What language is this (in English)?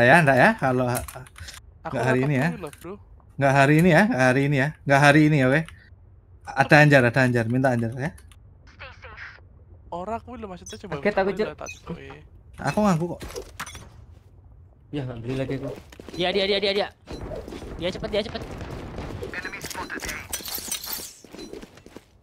Indonesian